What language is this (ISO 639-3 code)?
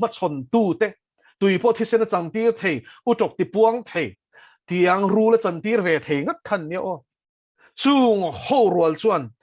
lus